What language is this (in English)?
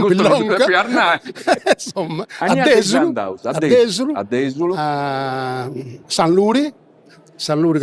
Sardinian